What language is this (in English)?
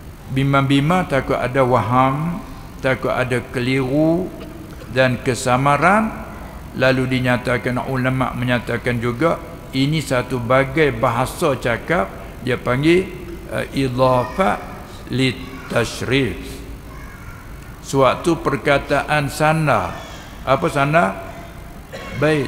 Malay